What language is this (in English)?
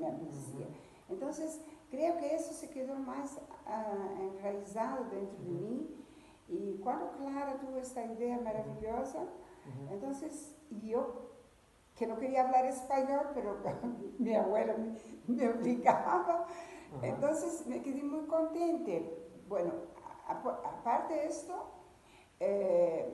Ladino